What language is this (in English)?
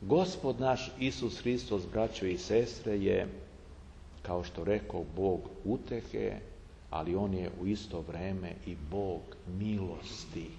Serbian